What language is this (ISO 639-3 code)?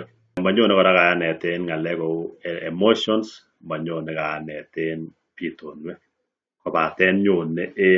kln